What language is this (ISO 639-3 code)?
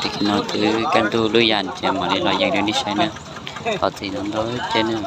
hmn